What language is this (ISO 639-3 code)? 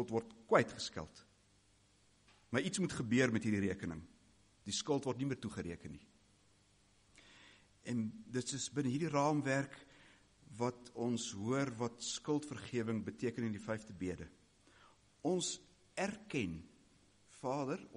afr